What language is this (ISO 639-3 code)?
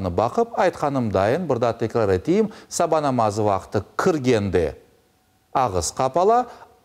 crh